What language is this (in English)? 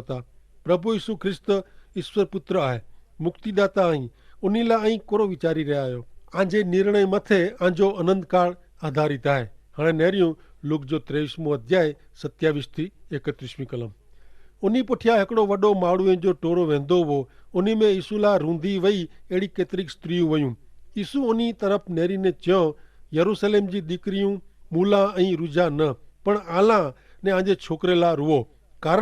Kachhi